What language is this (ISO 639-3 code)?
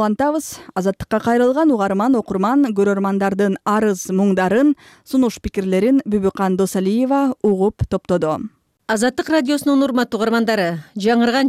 kir